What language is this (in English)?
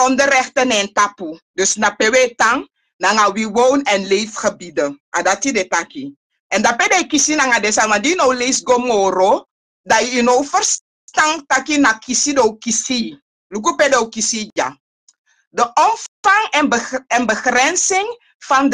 Sranan Tongo